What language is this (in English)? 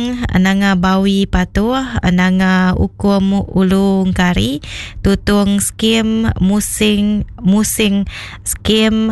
Iban